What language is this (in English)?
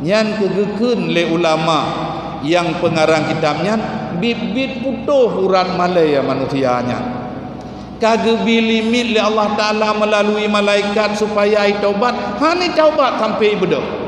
Achinese